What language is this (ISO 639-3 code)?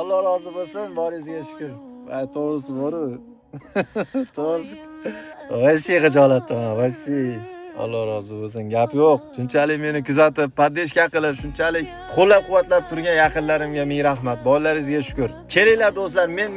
uzb